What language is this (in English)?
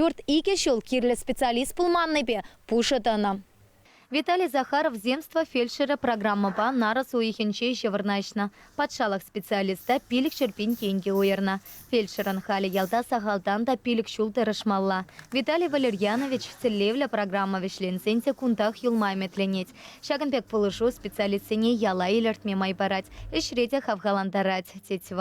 Chuvash